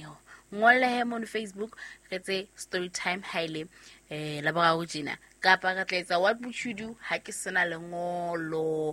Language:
Southern Sotho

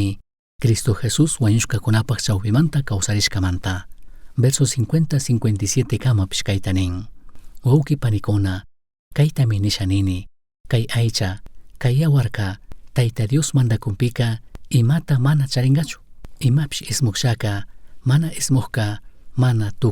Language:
Chimborazo Highland Quichua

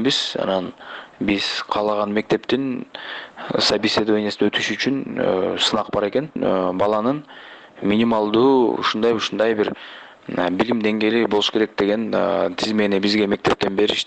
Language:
Kyrgyz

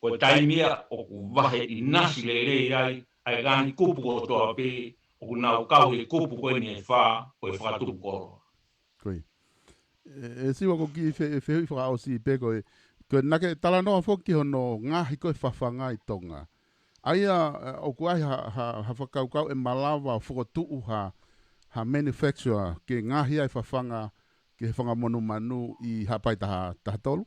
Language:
Tongan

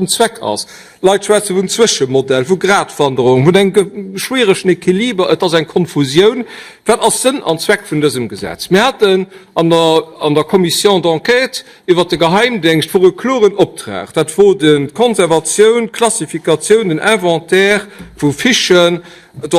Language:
Luxembourgish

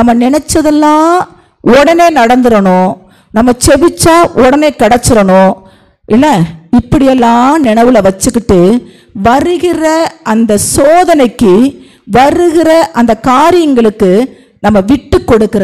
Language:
Tamil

